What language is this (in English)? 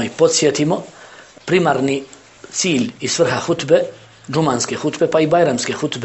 Bosnian